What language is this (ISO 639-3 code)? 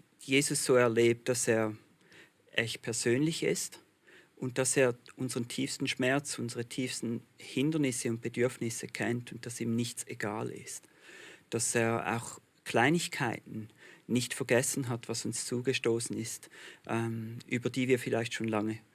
gsw